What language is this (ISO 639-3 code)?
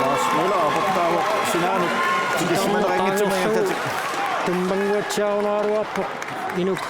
kal